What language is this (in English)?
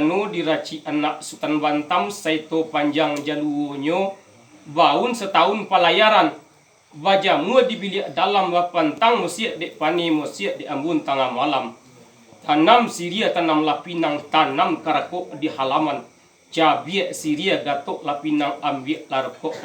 Minangkabau